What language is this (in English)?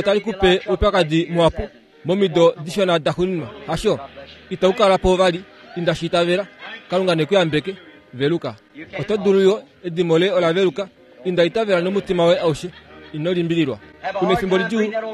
Kuanyama